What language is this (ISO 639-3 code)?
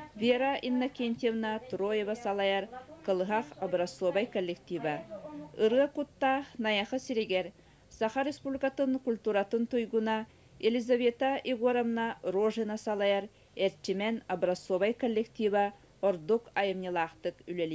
sah